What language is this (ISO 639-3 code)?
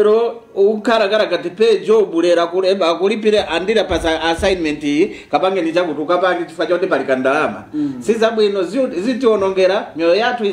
nya